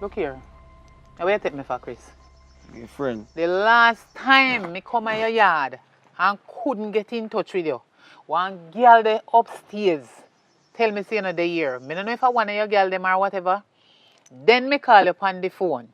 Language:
Jamaican Creole English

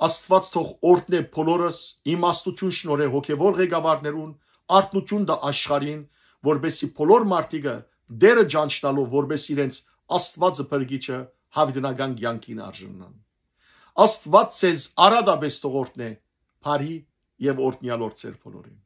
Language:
Western Armenian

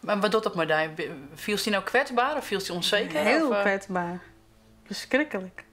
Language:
Western Frisian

